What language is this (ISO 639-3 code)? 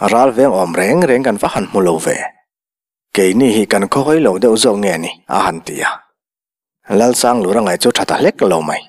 lus